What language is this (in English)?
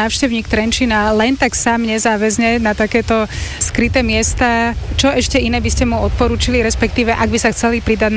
Slovak